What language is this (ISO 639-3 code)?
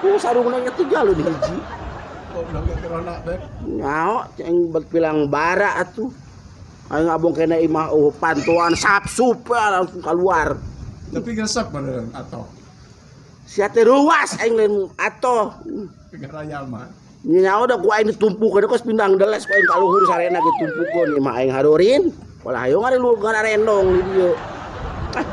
sun